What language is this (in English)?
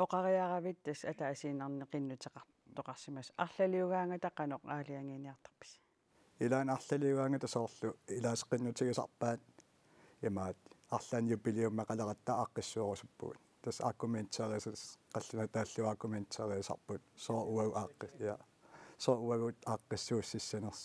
Kalaallisut